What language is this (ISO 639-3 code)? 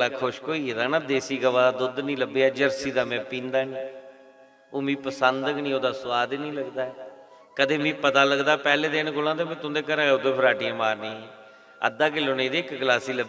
doi